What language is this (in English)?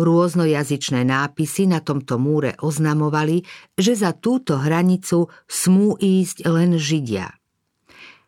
Slovak